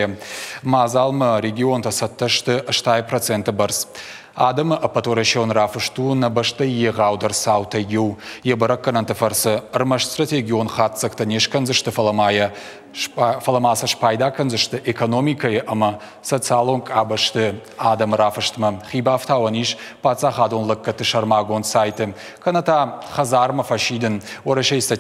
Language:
Ossetic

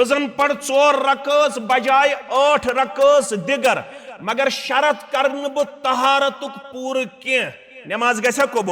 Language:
Kashmiri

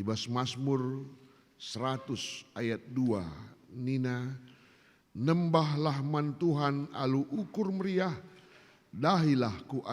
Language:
Batak Karo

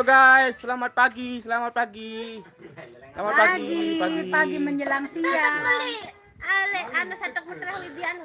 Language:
Sasak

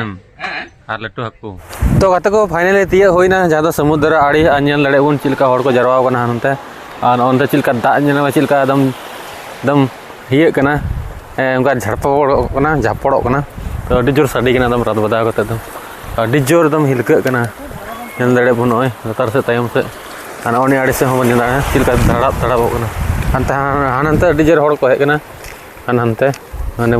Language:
Santali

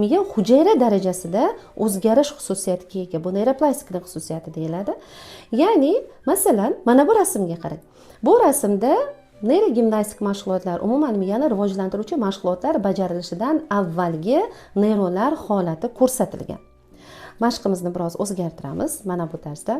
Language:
Uzbek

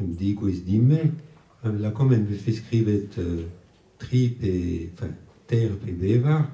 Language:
Breton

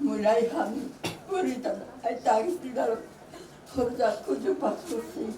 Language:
Batak Simalungun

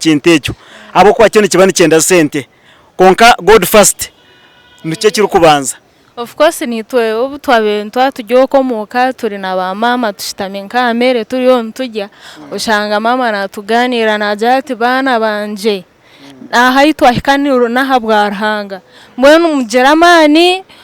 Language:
Nyankole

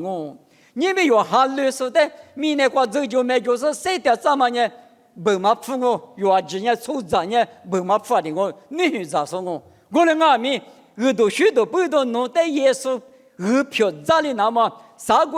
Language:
Lisu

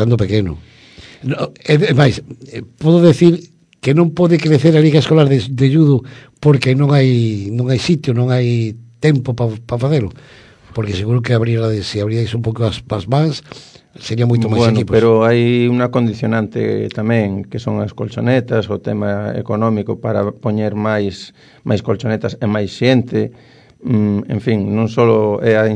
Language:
Galician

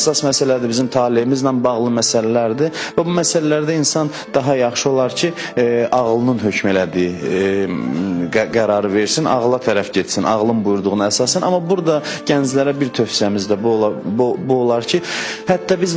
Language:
Azerbaijani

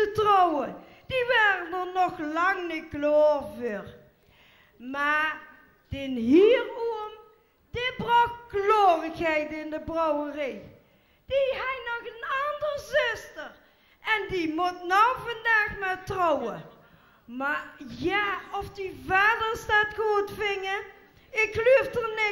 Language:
Dutch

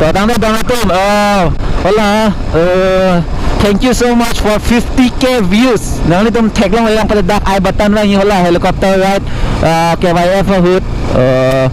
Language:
Karbi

